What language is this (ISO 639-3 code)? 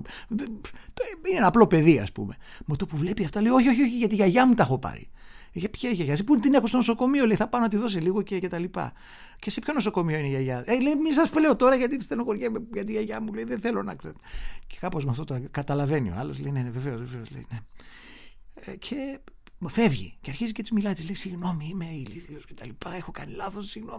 ell